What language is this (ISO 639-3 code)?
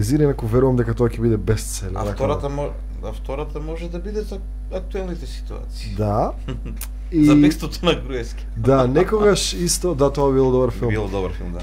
mkd